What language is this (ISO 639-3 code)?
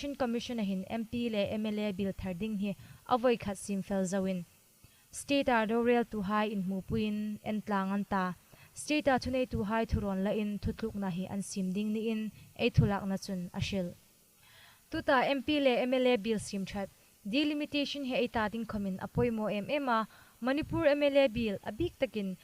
hmr